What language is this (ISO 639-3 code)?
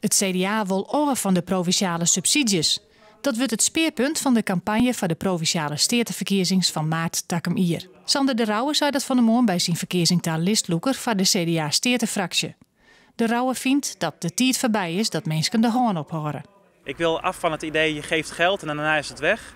fry